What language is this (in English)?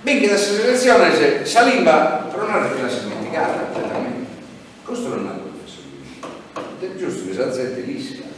Sardinian